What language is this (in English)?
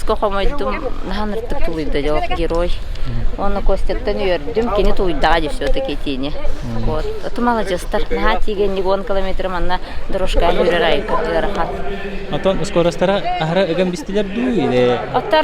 Yakut